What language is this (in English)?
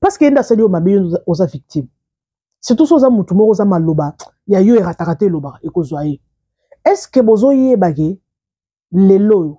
Lingala